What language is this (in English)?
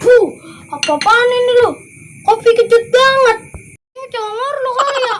Betawi